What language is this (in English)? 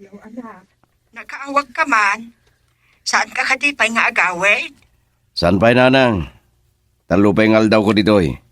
Iloko